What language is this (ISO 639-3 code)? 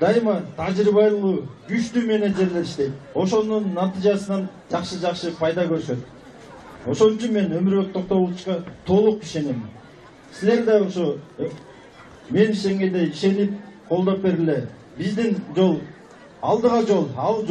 kir